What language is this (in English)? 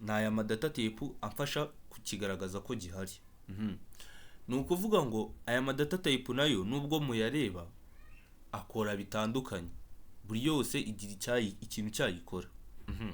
Kinyarwanda